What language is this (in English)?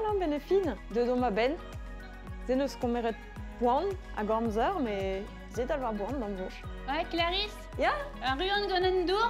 Breton